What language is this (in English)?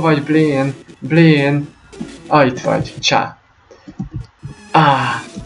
Hungarian